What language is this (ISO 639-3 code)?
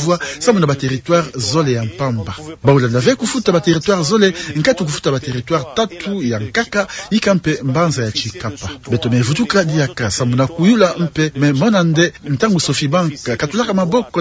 ktu